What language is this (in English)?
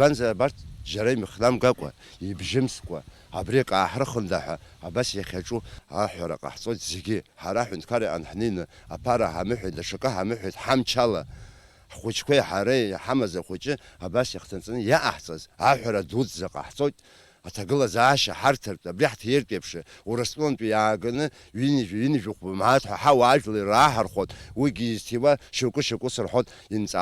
Abkhazian